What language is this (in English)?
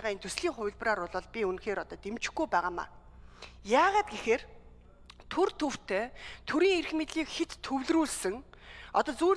Mongolian